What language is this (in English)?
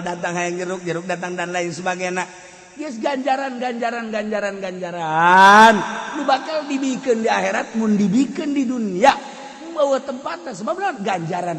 Sundanese